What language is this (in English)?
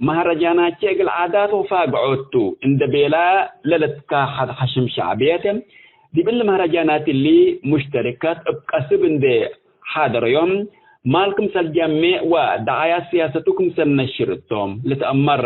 Tigre